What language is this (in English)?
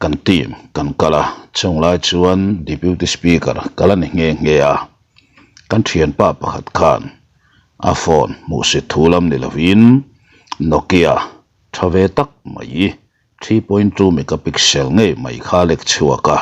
Mizo